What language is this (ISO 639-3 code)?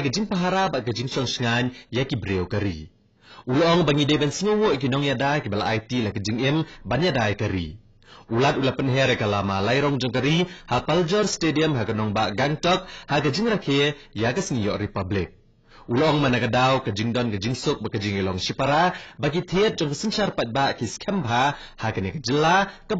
kha